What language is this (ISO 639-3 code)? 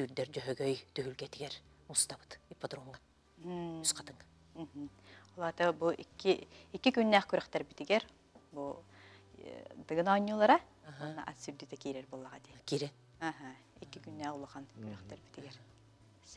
sah